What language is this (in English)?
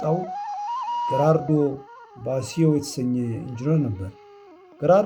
Amharic